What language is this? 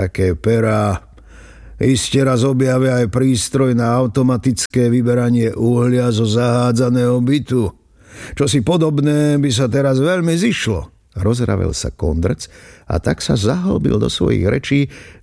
Slovak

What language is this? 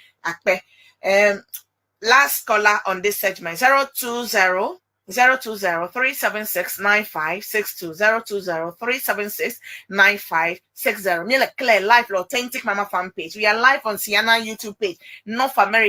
Ewe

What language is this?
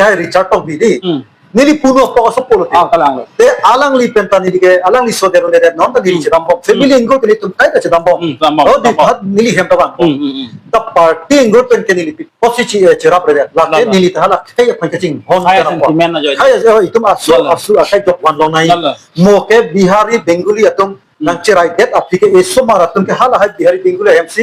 Karbi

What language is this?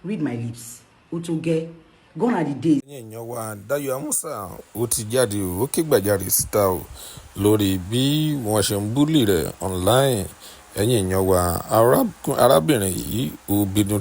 Yoruba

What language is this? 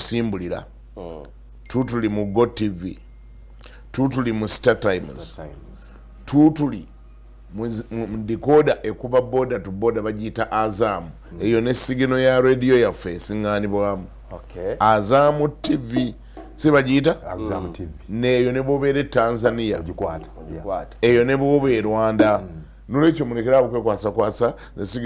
Ganda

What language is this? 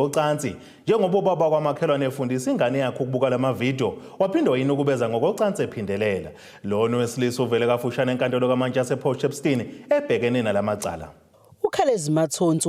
Zulu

